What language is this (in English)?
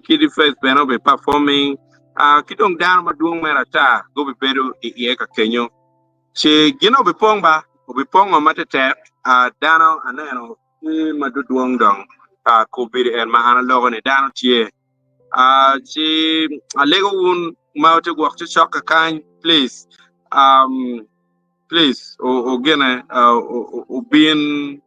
Acoli